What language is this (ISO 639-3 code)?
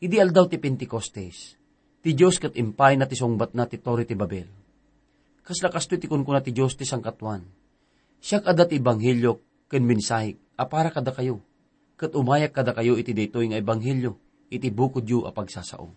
ilo